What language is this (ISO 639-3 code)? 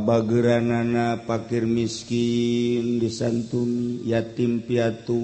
sun